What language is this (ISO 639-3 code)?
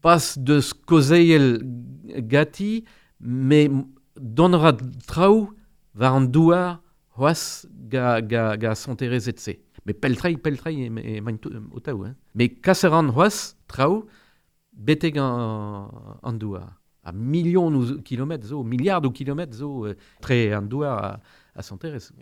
bre